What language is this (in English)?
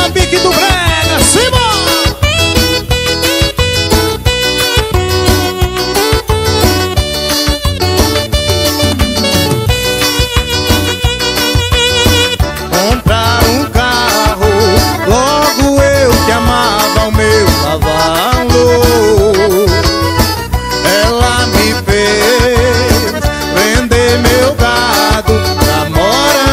Portuguese